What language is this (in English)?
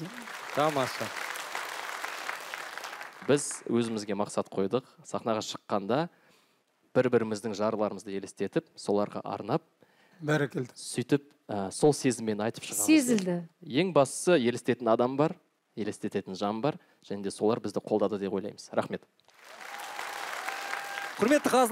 Kazakh